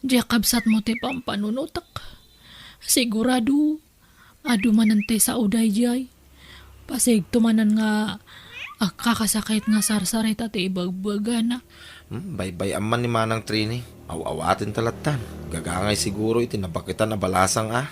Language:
Iloko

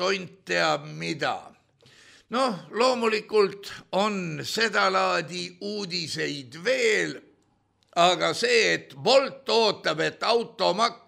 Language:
Estonian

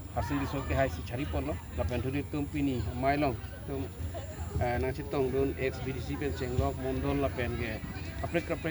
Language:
Karbi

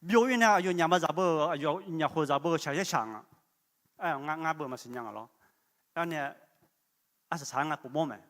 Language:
Akha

